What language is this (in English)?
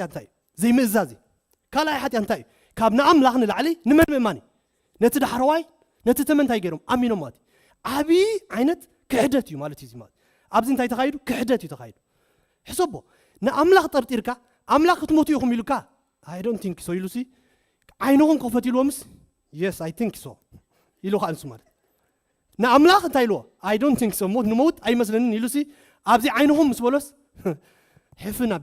Tigrinya